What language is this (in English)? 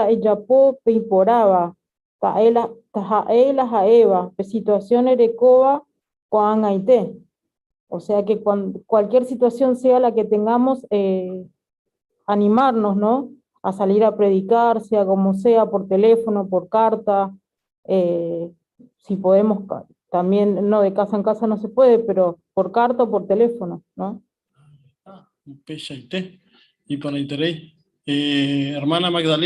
Guarani